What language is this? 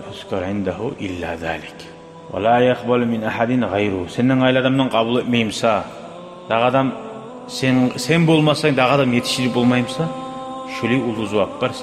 Kumyk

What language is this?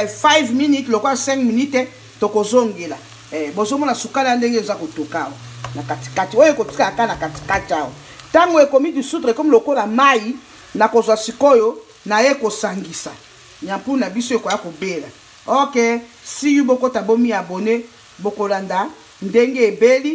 Lingala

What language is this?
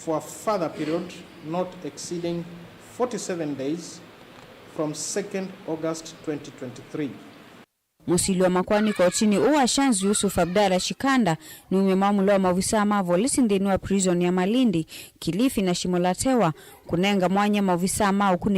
Kamba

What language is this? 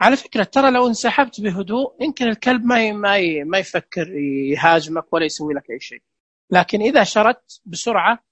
Najdi Arabic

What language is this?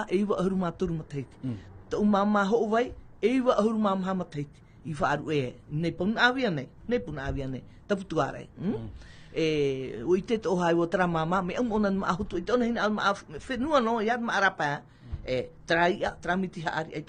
Tahitian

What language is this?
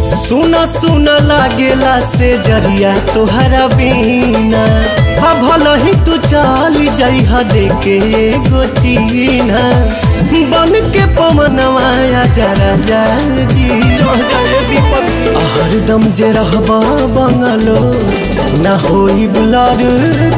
Bhojpuri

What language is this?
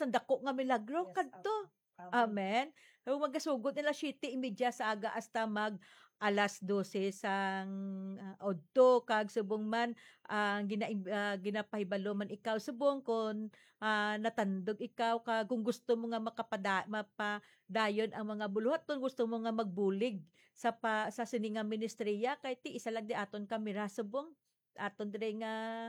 Hiligaynon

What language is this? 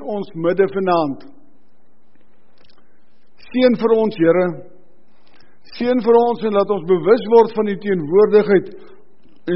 Afrikaans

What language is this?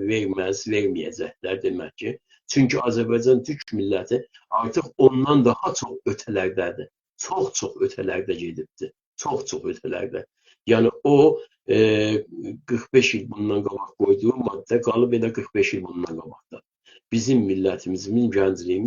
South Azerbaijani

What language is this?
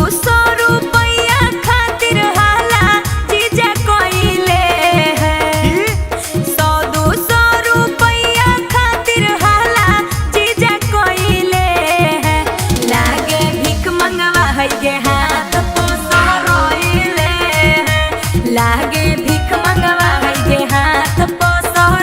Magahi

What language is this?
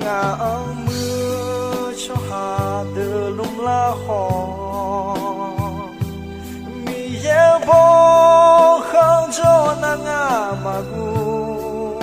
Akha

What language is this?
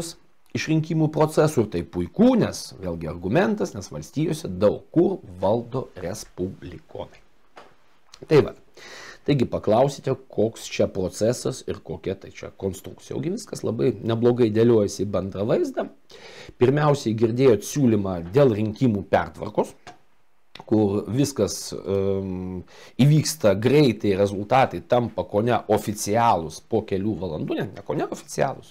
Lithuanian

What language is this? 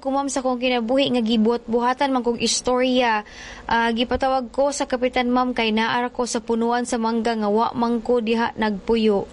Cebuano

